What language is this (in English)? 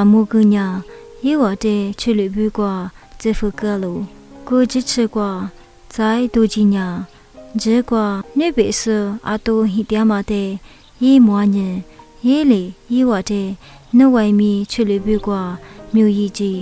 Lisu